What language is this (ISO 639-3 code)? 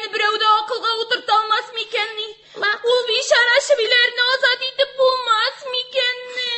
tat